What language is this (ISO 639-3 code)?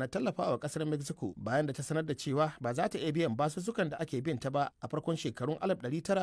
hau